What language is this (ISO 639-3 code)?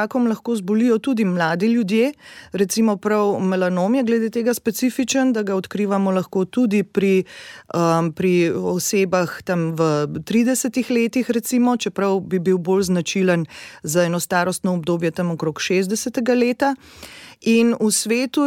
slv